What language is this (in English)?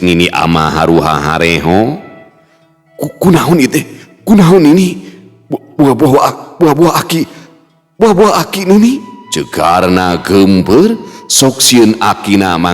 Sundanese